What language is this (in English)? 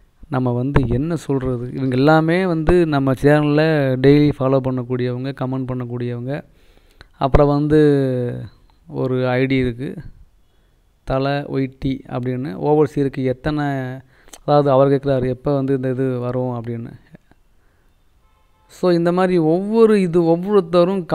Tamil